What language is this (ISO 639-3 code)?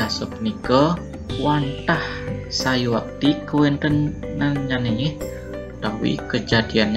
ban